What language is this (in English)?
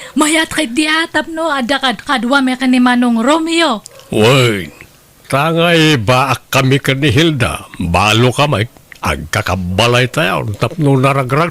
Iloko